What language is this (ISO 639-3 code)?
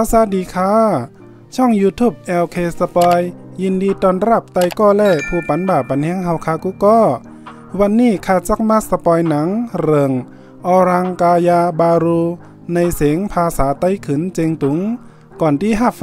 shn